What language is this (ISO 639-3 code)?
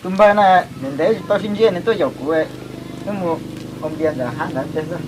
hmn